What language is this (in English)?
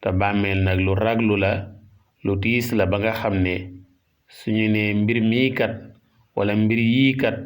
Wolof